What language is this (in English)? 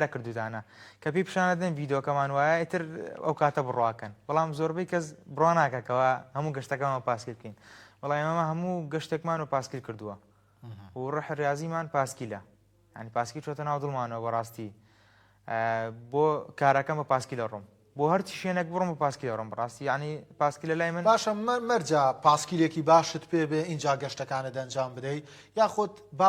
Central Kurdish